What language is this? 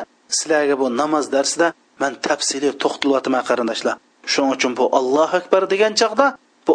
Uyghur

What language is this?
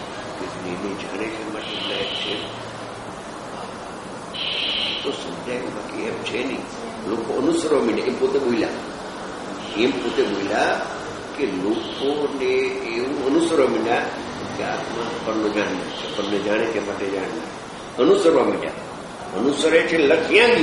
Gujarati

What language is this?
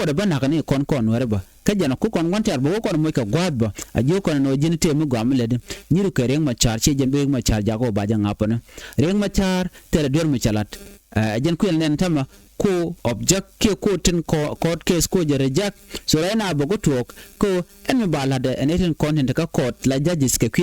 Nuer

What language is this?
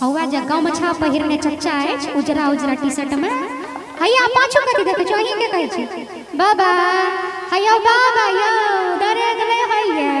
Maithili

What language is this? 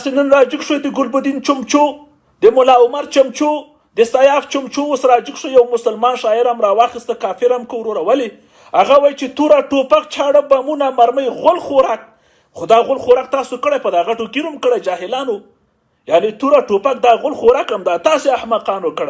Pashto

